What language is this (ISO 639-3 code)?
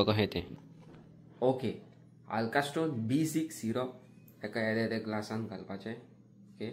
kok